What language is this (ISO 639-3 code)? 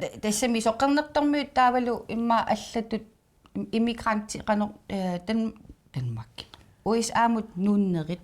kal